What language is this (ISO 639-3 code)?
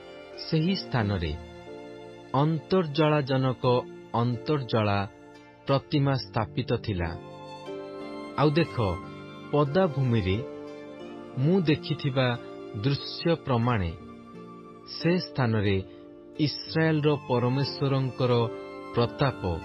ori